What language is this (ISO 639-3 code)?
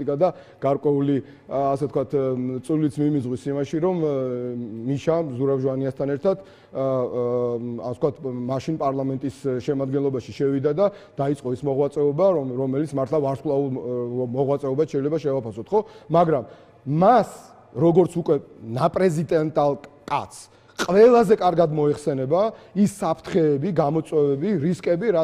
kat